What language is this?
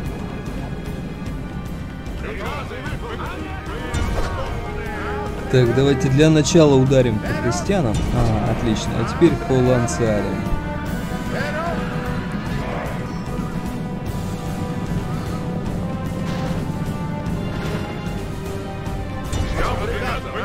Russian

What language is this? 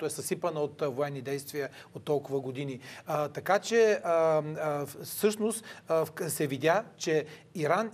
Bulgarian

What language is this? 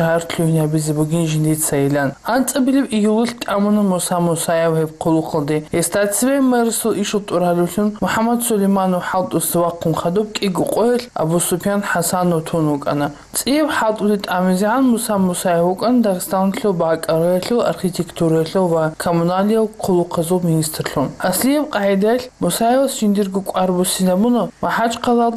Avaric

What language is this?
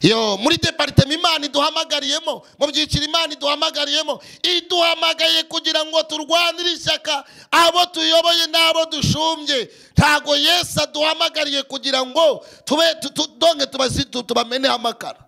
Kinyarwanda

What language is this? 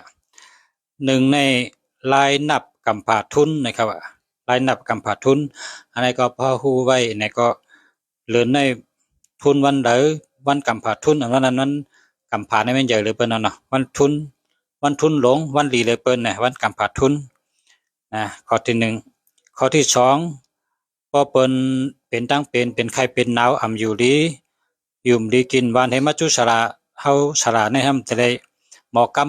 Shan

